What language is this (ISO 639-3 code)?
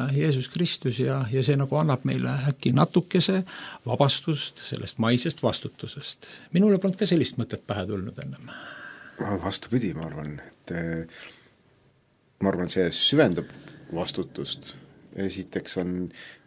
est